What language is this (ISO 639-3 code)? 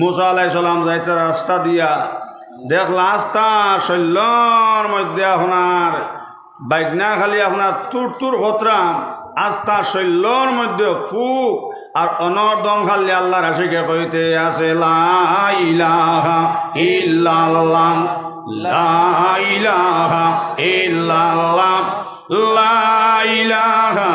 syl